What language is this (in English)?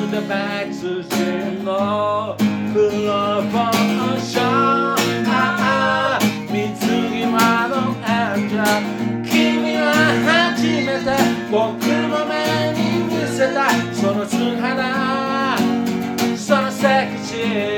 Japanese